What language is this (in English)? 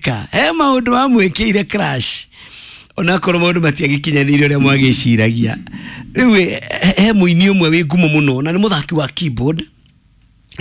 Kikuyu